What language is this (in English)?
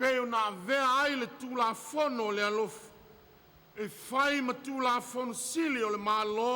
Samoan